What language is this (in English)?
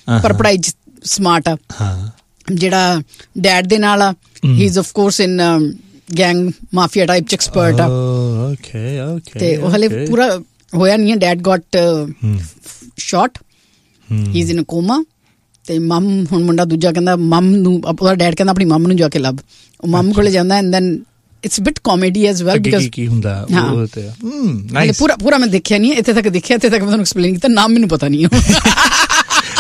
Punjabi